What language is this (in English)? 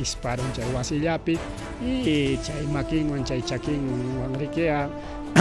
Ayacucho Quechua